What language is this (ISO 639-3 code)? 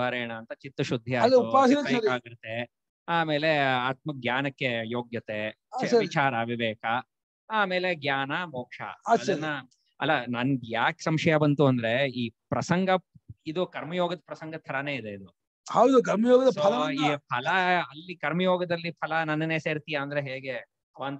kan